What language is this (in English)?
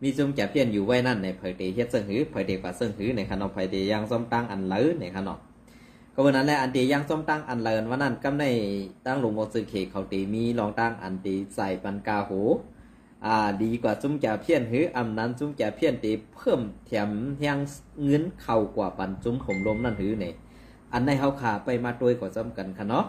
Shan